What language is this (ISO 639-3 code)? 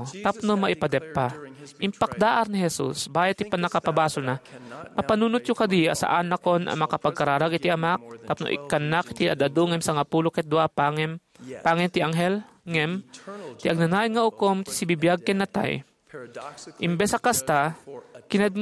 ilo